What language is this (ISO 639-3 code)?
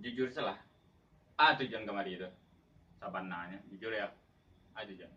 min